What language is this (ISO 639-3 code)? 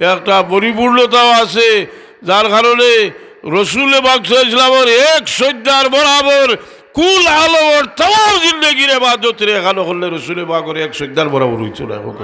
syl